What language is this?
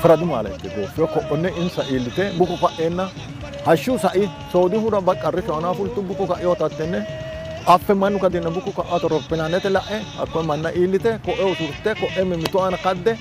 Sidamo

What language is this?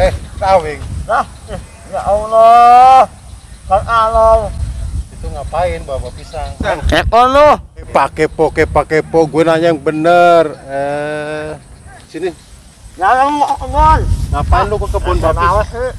Betawi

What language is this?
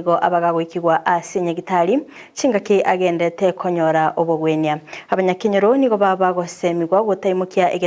Gusii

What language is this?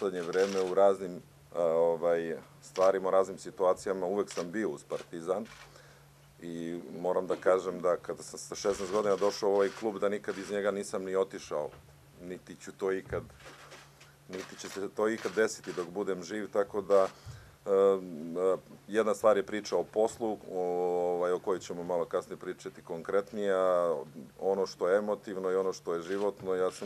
Serbian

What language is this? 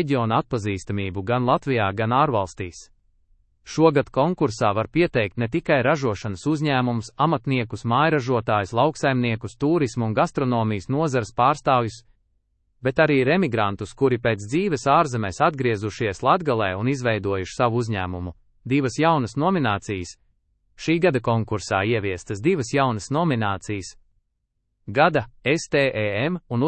Latvian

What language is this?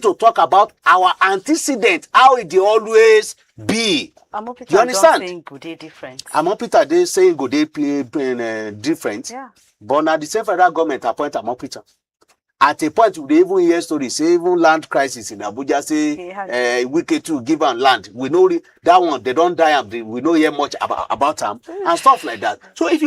Nigerian Pidgin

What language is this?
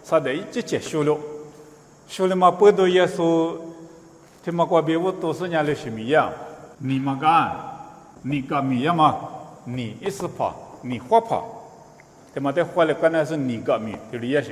Lisu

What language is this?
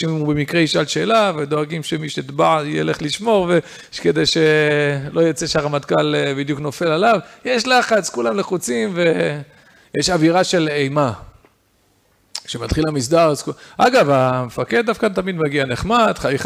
Hebrew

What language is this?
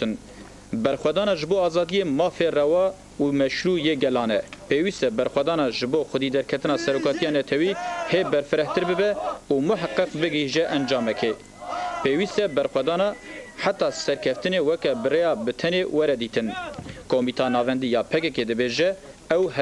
Kurdish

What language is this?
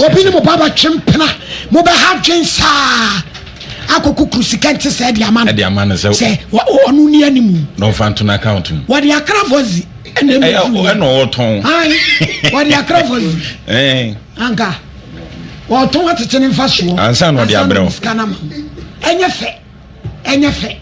Akan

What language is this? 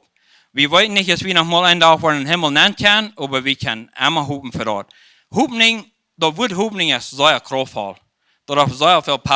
Plautdietsch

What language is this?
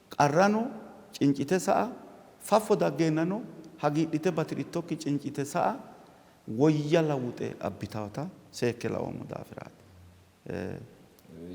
Sidamo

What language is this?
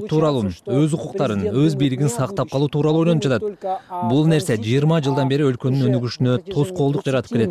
Kyrgyz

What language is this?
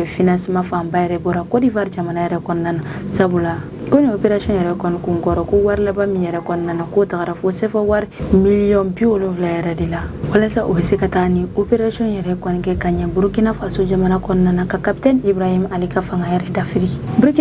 Bambara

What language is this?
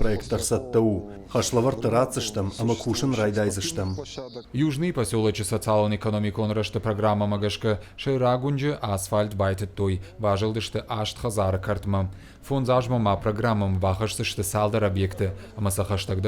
Ossetic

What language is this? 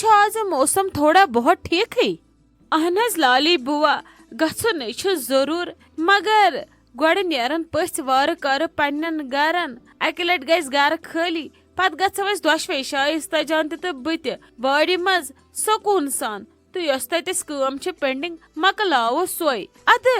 Kashmiri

